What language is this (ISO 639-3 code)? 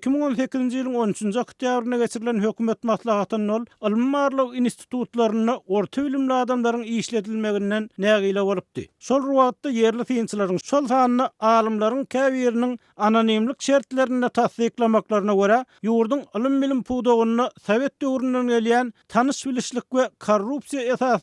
tuk